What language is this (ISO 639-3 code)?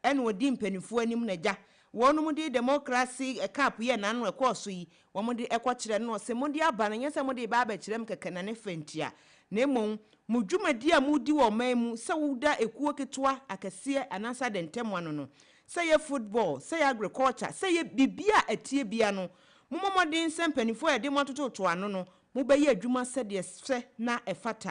aka